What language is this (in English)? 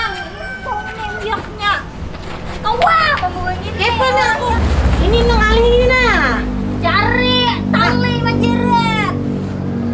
Banjar